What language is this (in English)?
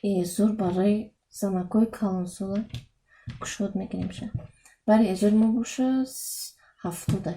Tajik